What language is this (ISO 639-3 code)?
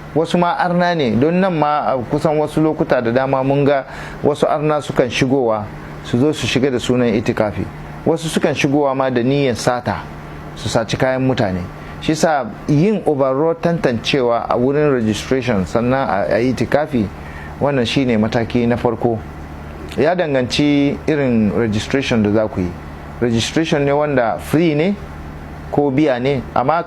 hau